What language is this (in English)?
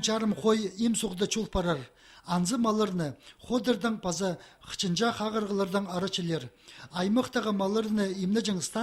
Khakas